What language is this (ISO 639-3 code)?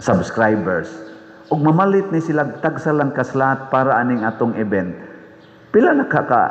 ceb